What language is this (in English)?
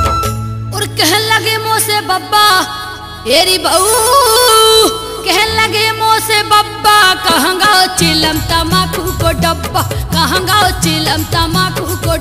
Bundeli